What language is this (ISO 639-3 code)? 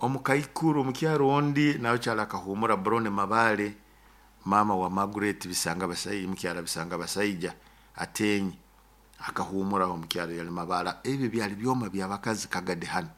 nyo